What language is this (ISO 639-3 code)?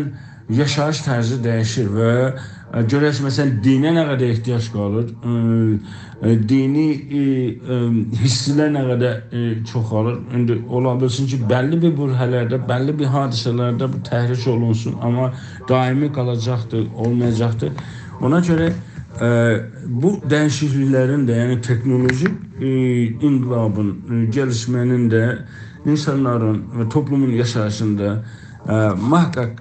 azb